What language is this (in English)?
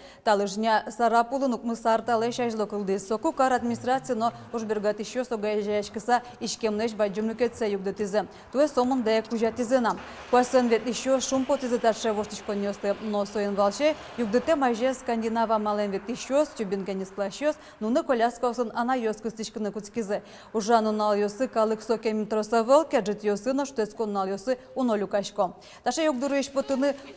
Udmurt